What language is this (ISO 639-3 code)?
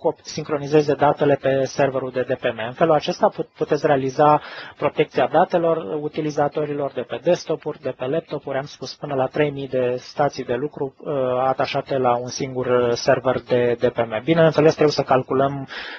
ron